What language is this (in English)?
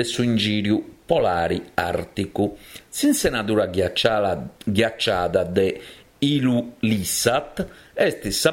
Sardinian